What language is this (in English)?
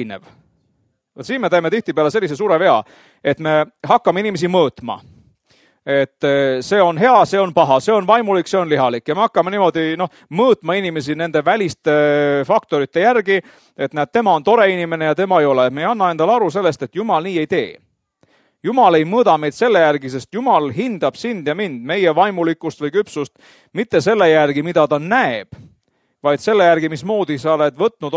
Estonian